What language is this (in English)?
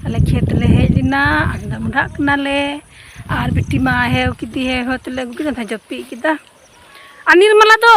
Santali